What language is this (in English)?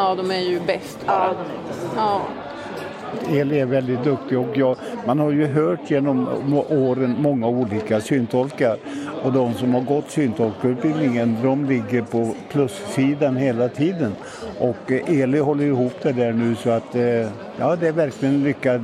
Swedish